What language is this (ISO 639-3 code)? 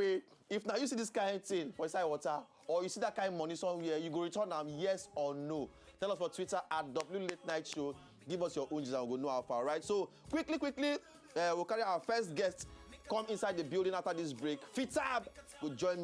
pcm